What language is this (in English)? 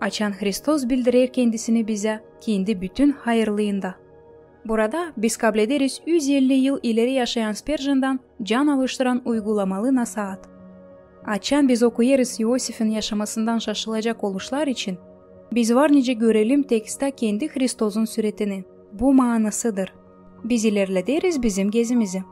Gagauz